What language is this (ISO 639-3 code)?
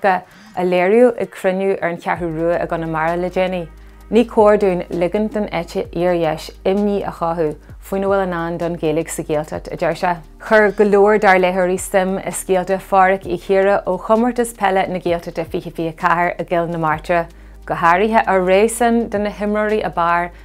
gle